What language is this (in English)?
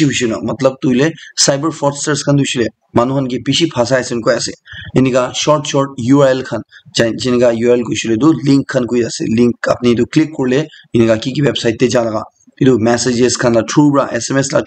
Naga Pidgin